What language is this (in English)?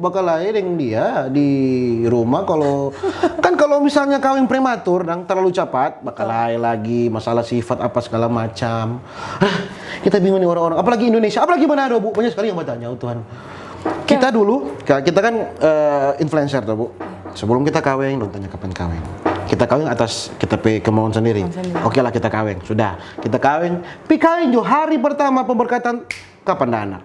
Manado Malay